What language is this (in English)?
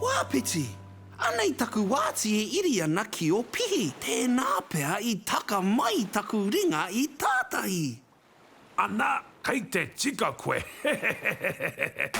Māori